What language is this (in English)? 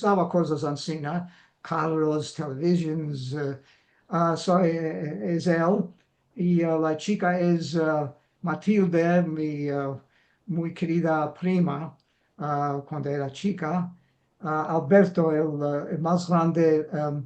Ladino